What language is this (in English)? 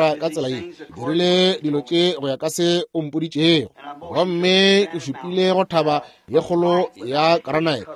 Northern Sotho